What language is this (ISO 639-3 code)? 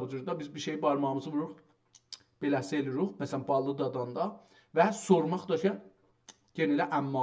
azb